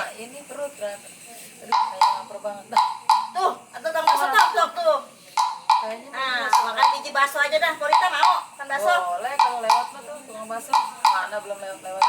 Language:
Betawi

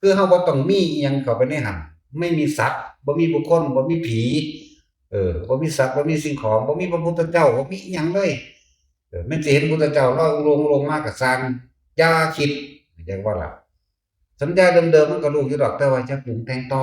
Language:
Northeastern Thai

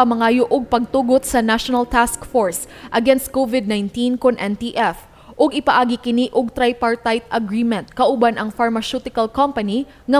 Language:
Cebuano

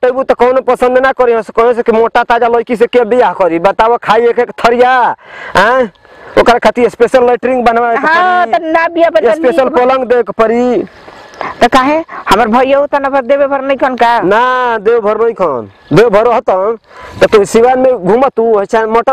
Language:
Bhojpuri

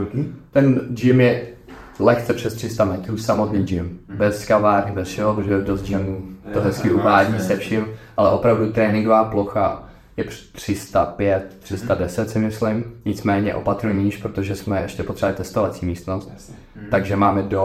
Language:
Czech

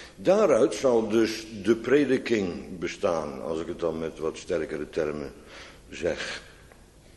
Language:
Dutch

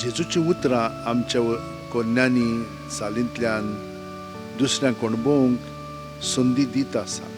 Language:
Konkani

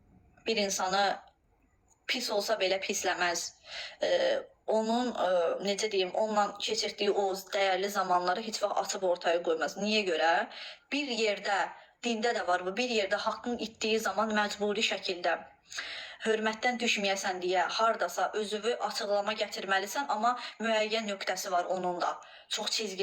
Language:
Azerbaijani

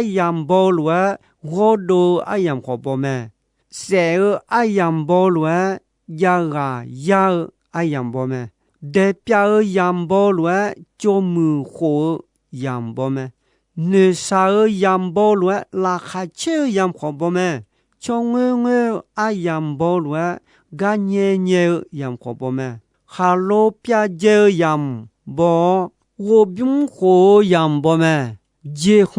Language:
Akha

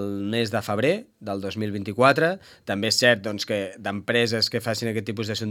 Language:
Catalan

